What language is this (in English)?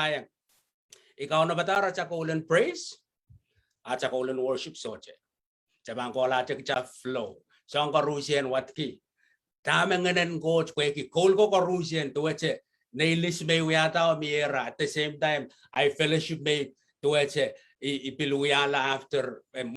Pohnpeian